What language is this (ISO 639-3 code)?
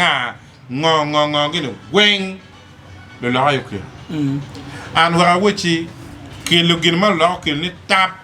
ach